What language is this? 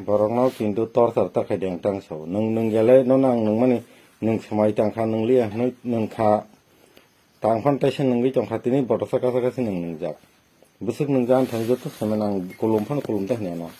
Kok Borok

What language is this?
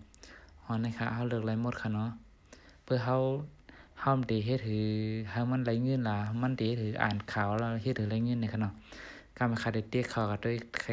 Shan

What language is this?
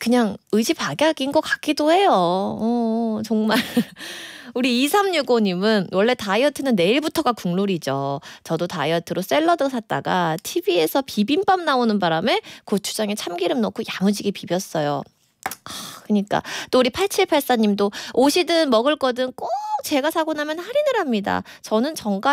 Korean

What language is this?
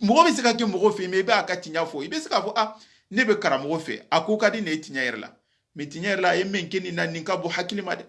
Soninke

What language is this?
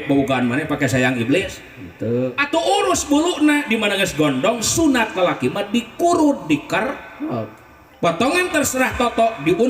Sundanese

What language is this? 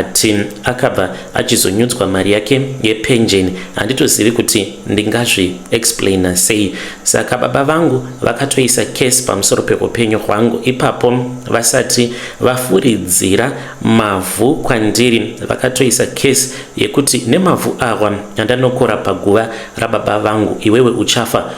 Shona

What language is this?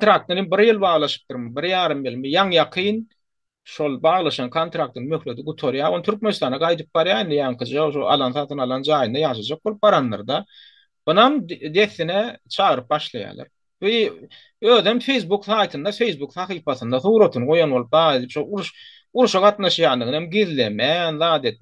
Turkmen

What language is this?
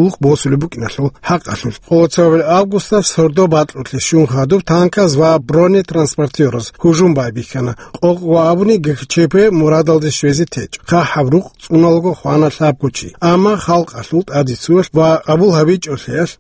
Avaric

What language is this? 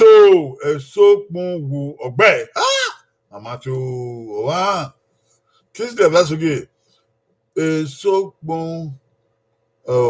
Bini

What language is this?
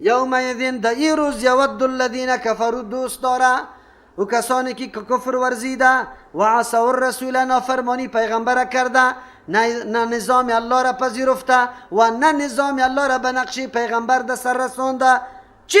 Persian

